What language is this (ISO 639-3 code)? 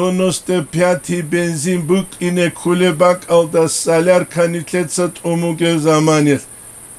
ava